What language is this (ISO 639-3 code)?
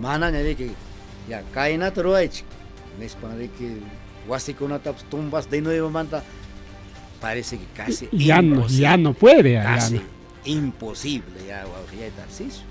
quy